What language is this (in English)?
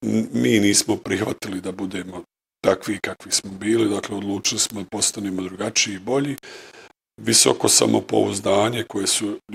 Bosnian